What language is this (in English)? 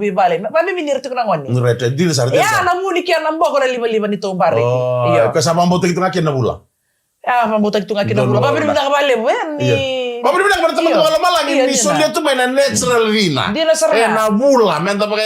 Fijian